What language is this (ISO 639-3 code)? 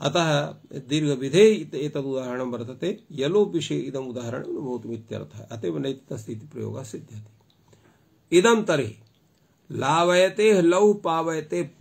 san